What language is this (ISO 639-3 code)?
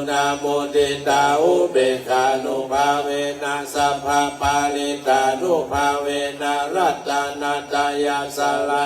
pli